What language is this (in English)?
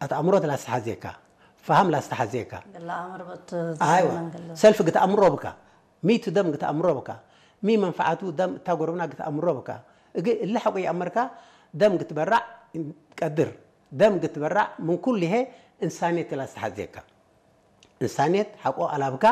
Tigre